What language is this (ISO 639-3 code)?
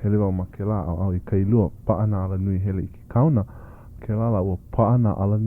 haw